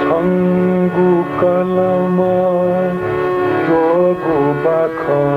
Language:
Newari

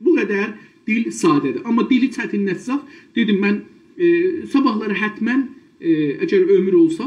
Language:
South Azerbaijani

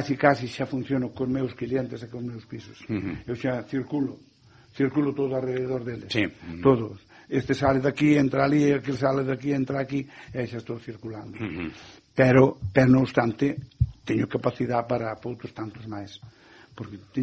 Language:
Galician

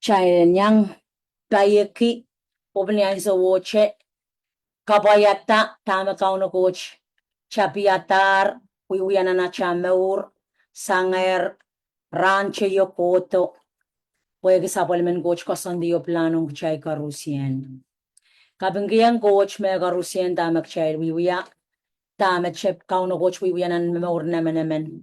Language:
Pohnpeian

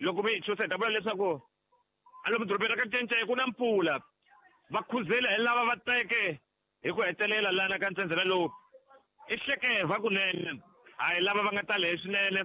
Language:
Tsonga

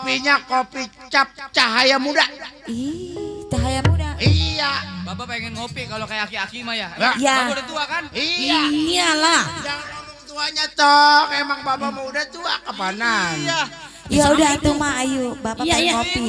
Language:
Betawi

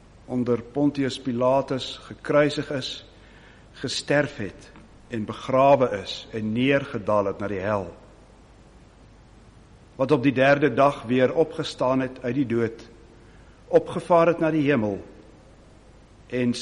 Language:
Afrikaans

